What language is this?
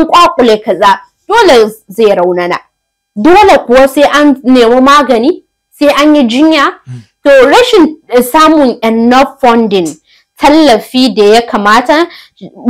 Hausa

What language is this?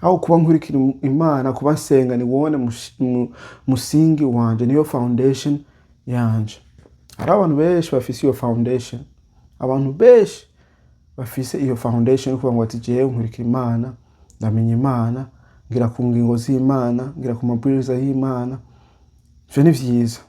Rundi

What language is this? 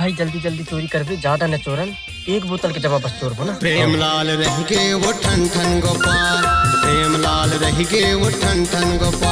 Chhattisgarhi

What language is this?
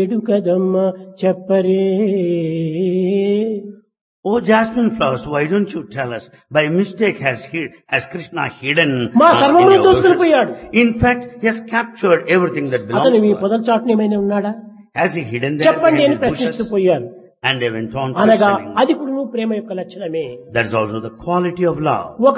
Telugu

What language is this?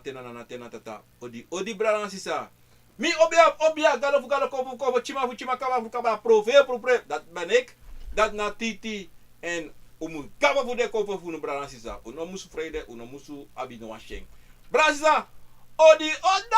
Sranan Tongo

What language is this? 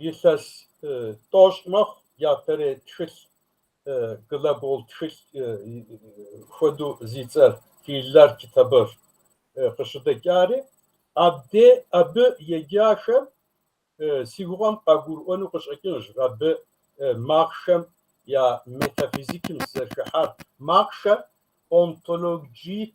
Kabardian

